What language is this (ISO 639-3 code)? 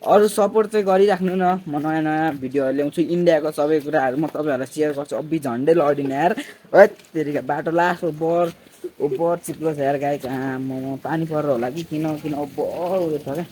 nep